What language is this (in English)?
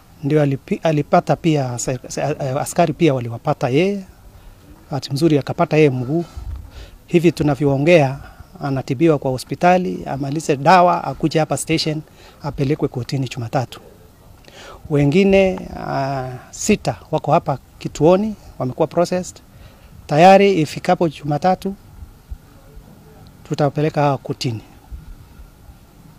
Swahili